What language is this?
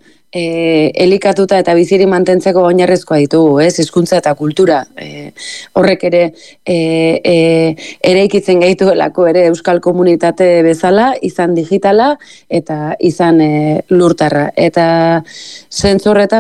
Basque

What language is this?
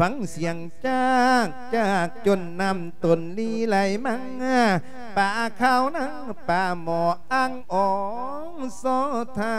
Lao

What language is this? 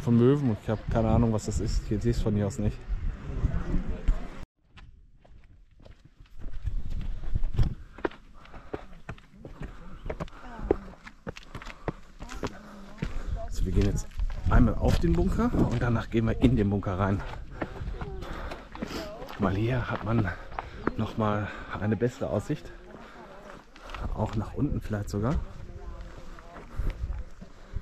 German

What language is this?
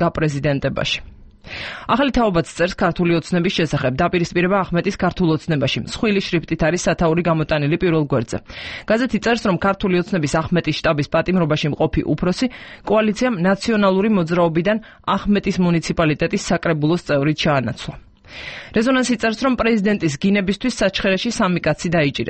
Georgian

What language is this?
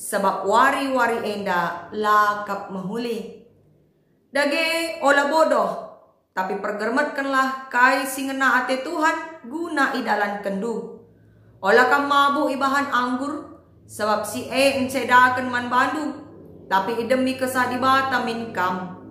Batak Karo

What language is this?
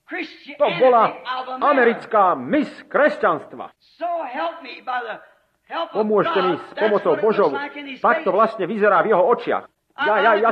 Slovak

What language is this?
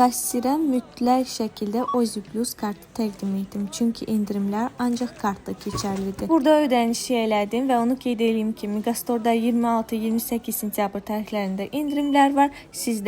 Azerbaijani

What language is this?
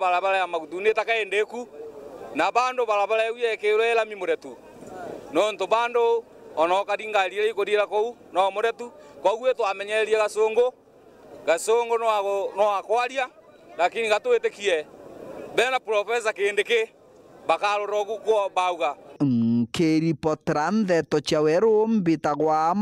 Meru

